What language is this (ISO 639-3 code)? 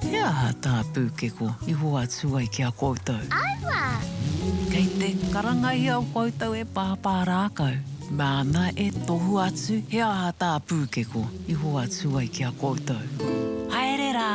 mri